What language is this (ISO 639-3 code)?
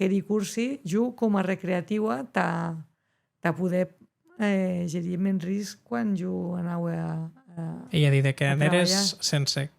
oci